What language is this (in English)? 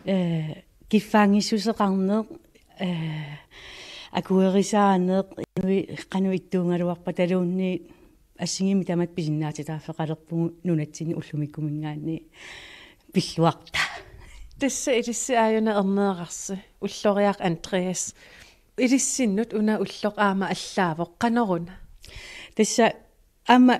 Kalaallisut